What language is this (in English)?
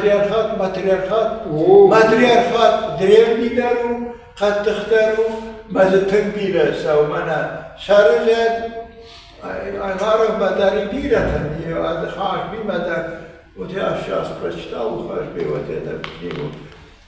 Ossetic